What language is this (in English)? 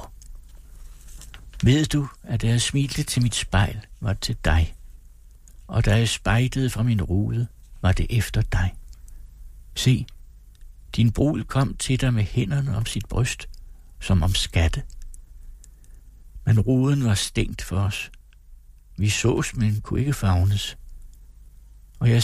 Danish